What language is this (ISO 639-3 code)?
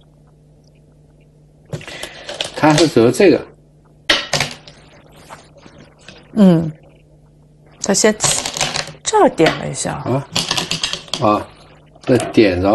zho